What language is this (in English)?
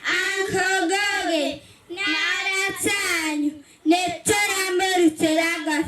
Kikuyu